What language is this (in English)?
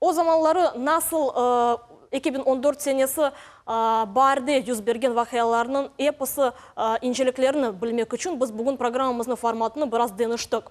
Crimean Tatar